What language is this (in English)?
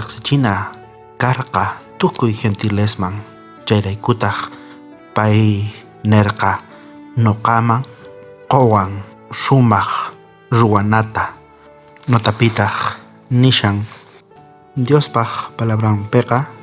South Bolivian Quechua